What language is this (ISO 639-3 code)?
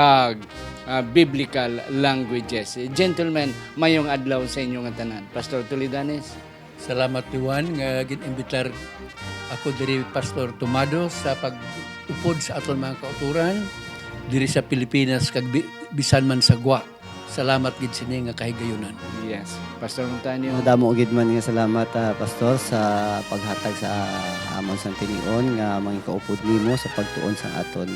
hil